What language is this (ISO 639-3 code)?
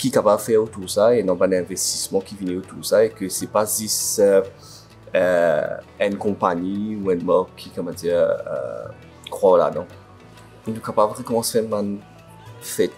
mfe